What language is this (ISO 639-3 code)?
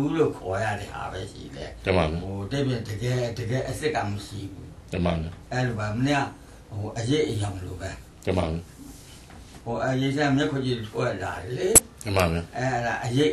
mya